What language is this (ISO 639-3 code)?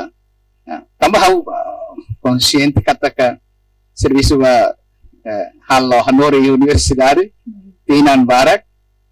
tet